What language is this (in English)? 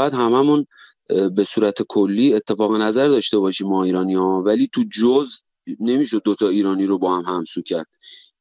Persian